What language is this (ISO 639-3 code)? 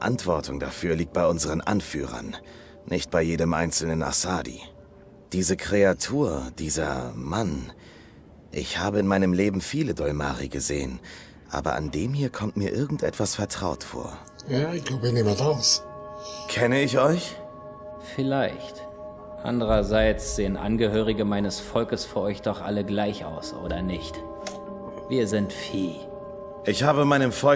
gsw